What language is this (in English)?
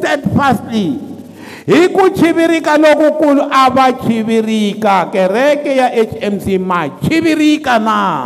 Tsonga